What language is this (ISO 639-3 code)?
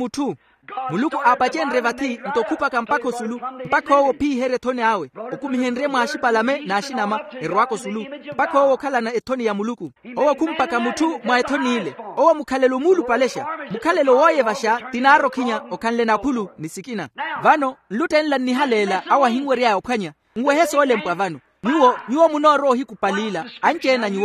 vmw